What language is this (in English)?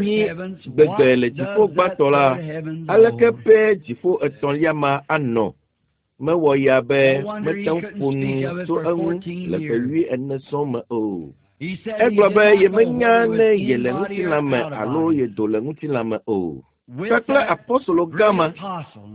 Ewe